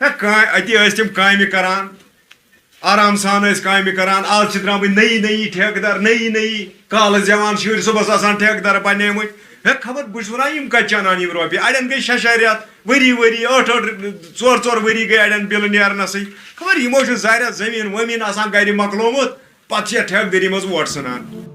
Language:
Kashmiri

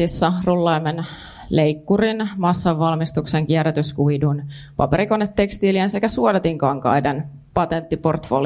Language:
Finnish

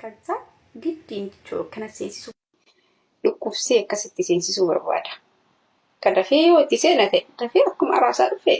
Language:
Oromo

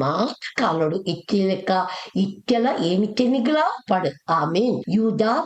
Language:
Tulu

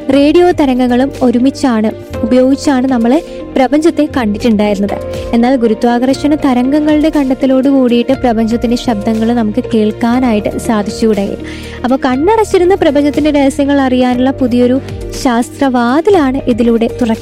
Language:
Malayalam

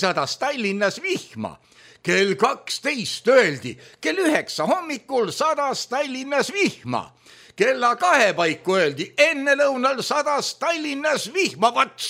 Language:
Estonian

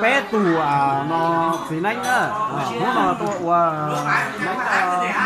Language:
Hmong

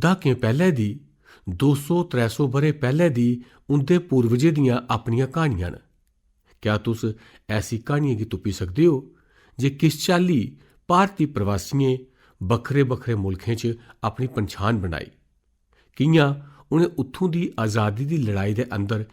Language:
Dogri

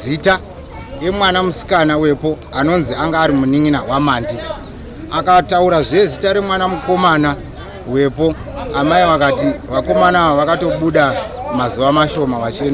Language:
Shona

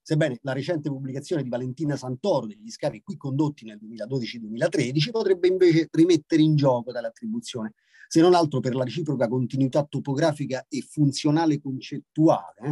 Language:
Italian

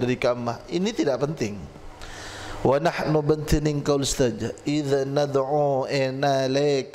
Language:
Madurese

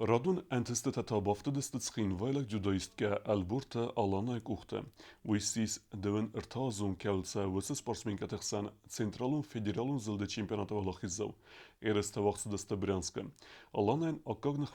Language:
Ossetic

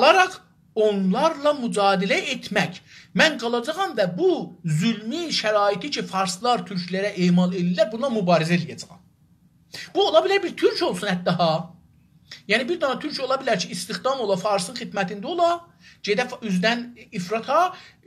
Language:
South Azerbaijani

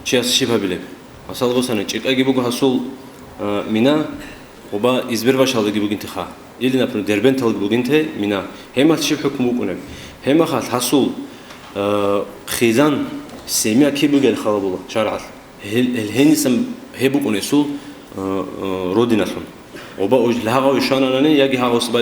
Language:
Avaric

